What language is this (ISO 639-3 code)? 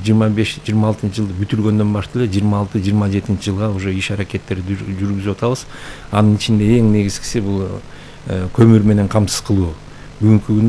kir